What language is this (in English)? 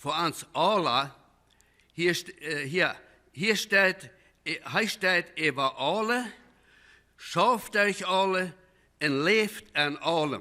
Plautdietsch